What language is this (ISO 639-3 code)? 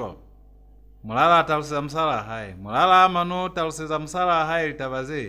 loz